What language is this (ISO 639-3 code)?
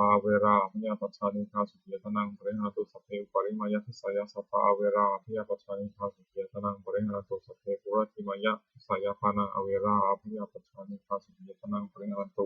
pli